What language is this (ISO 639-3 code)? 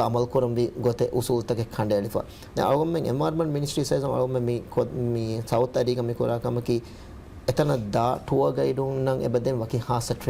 div